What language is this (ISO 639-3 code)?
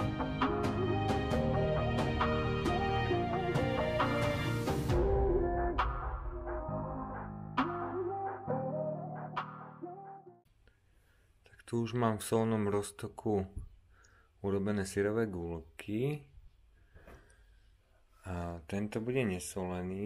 slk